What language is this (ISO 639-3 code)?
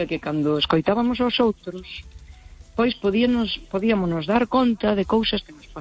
glg